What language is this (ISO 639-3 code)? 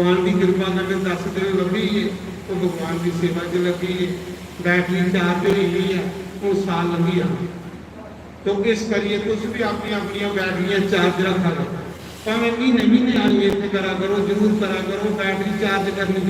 doi